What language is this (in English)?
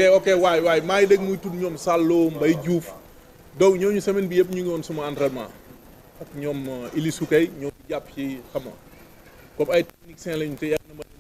Wolof